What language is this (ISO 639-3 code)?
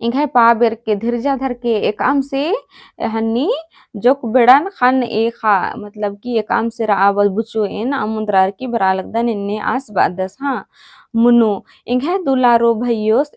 kru